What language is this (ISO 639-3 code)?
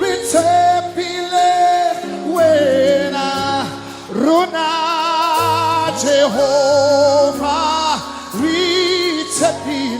tsn